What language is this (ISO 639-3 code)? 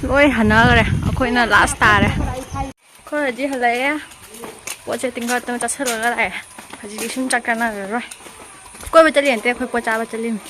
mni